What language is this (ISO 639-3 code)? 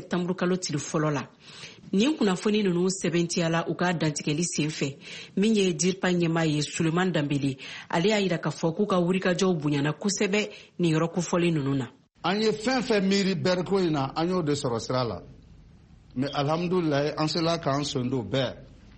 bam